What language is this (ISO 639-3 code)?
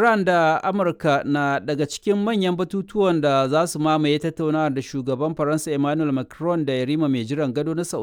hau